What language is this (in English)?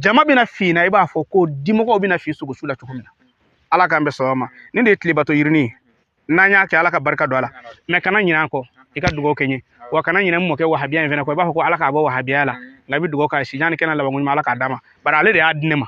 Bambara